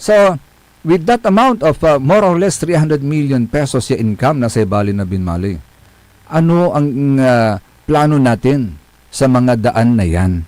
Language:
Pangasinan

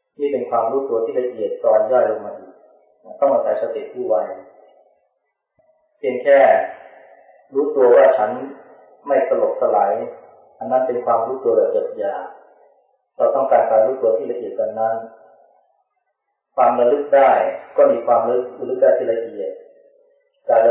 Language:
Thai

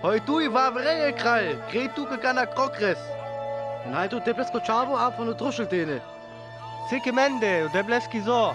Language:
Sinte Romani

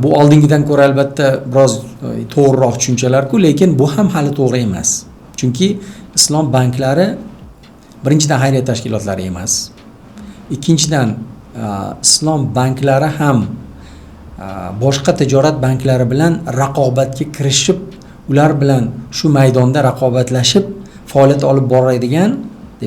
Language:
Uzbek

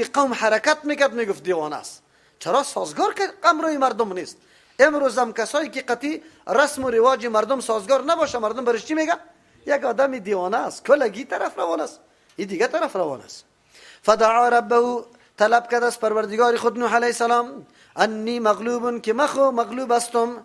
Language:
Persian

